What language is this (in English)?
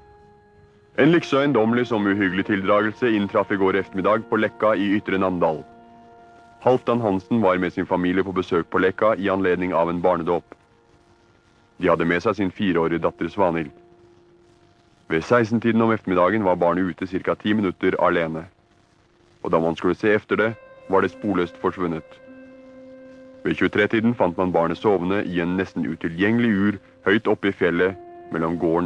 Norwegian